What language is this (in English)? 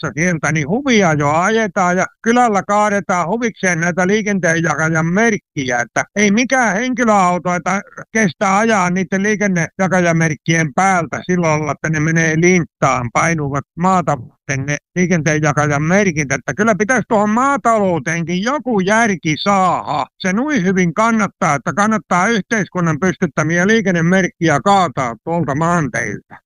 Finnish